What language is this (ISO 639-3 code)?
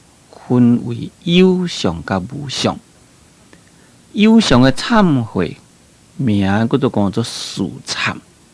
nan